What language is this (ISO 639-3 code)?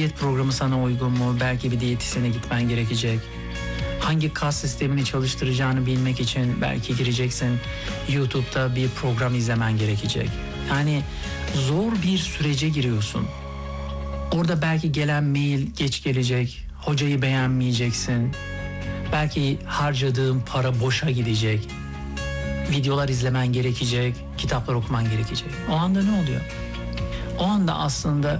tur